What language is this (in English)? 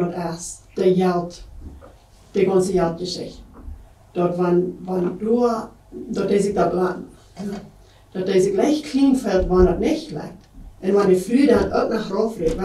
Plautdietsch